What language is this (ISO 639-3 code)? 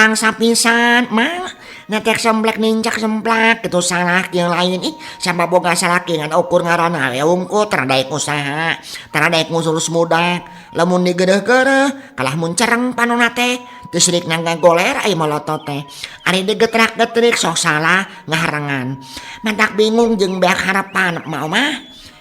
sun